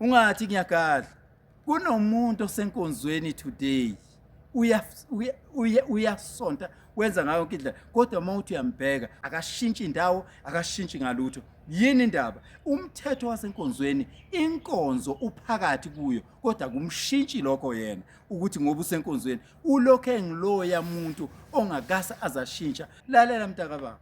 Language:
Zulu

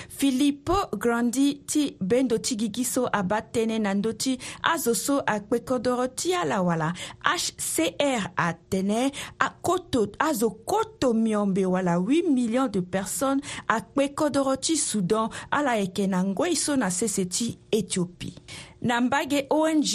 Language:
Sango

